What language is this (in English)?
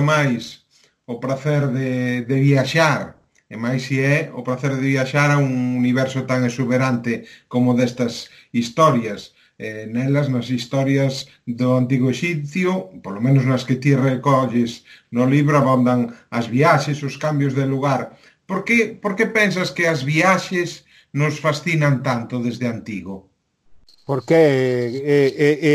Galician